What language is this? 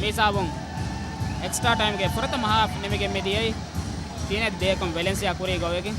Divehi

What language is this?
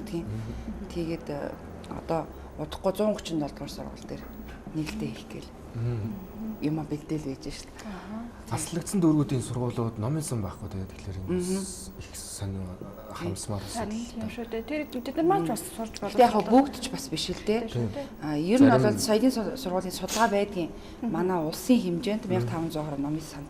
Mongolian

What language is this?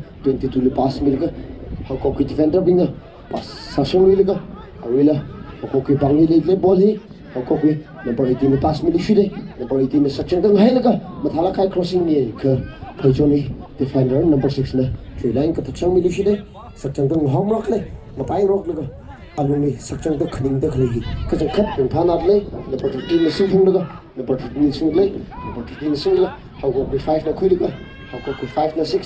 Tangkhul Naga (India)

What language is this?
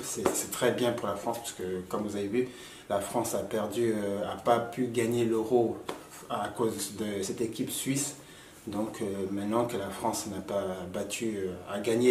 French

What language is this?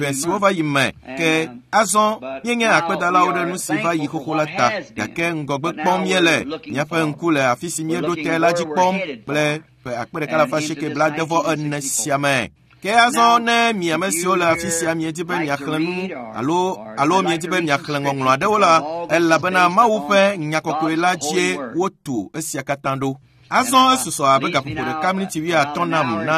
Ewe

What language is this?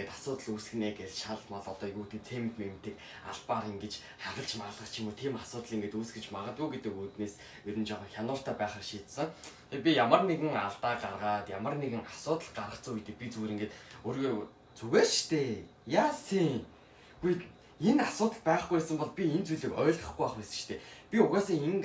Mongolian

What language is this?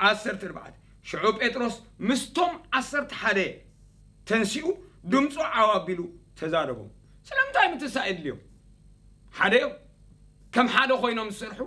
Tigrinya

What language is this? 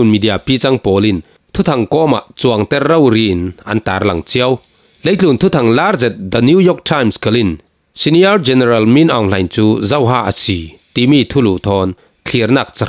Falam Chin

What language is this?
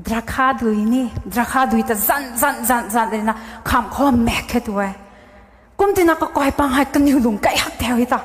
Rongmei Naga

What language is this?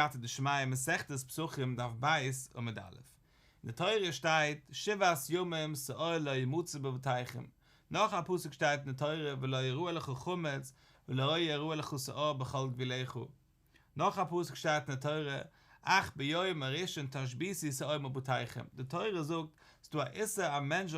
Yiddish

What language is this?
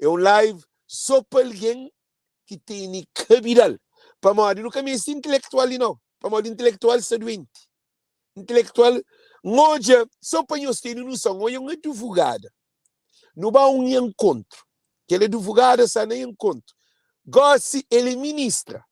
Kabuverdianu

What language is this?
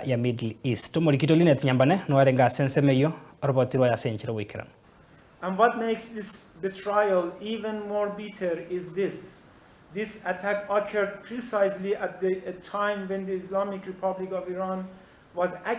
Gusii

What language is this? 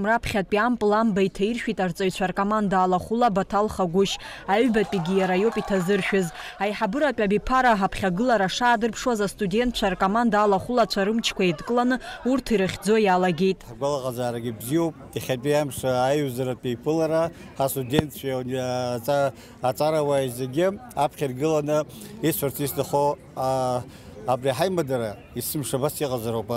Abkhazian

